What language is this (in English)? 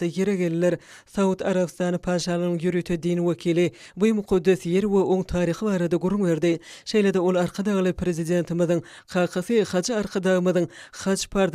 Turkmen